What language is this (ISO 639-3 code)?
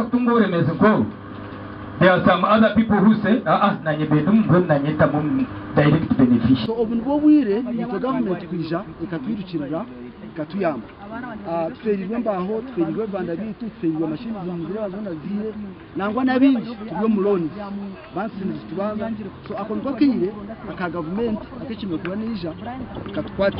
nyn